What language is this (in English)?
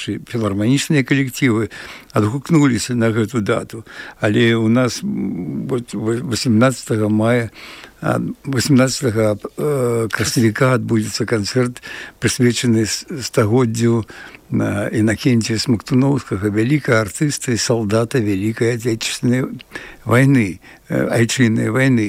Belarusian